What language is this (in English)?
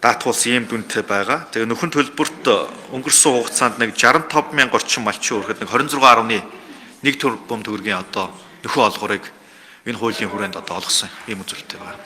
Mongolian